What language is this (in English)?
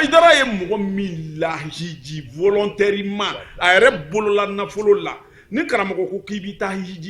Bambara